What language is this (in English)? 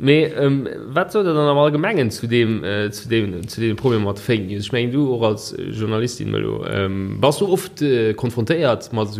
Luxembourgish